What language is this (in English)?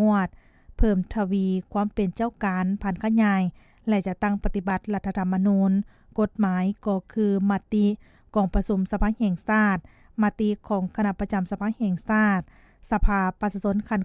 Lao